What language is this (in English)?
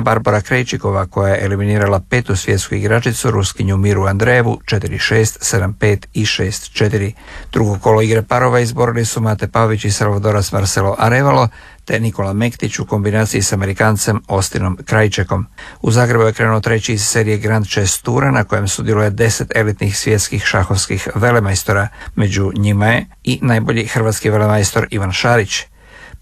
Croatian